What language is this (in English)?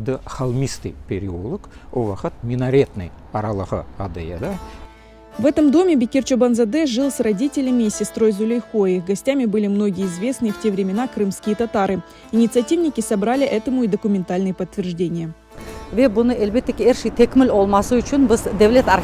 Crimean Tatar